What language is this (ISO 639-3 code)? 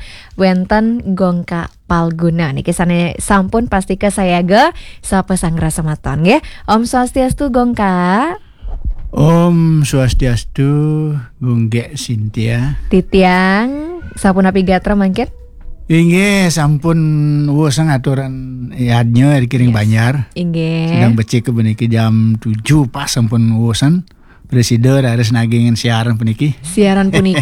ban